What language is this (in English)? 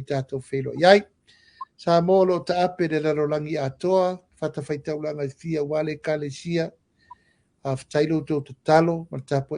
Samoan